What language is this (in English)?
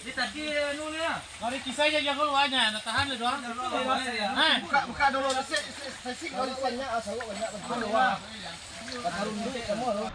Minangkabau